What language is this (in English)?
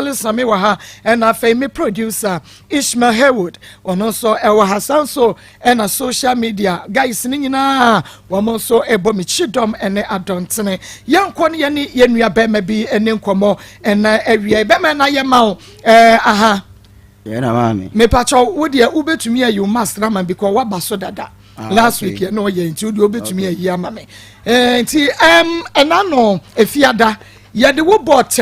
Akan